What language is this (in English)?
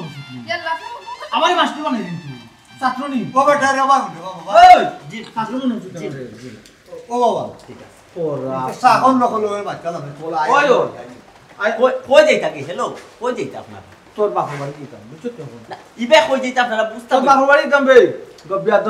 Sylheti